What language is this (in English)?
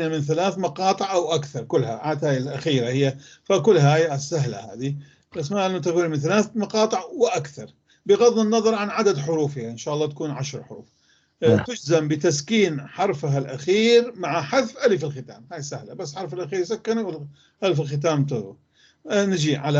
North Levantine Arabic